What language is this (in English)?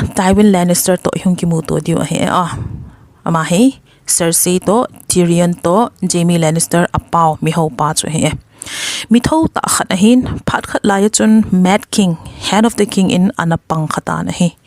Thado Chin